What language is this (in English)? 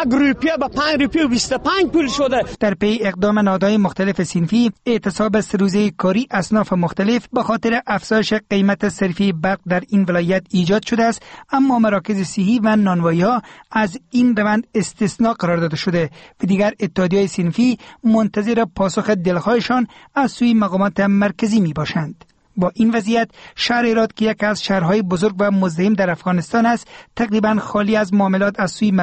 Persian